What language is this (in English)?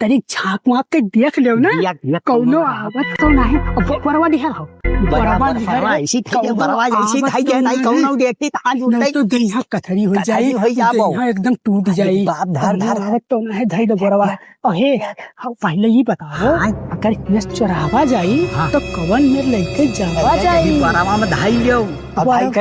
Awadhi